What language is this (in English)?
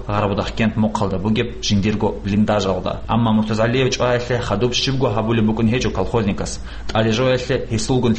Avaric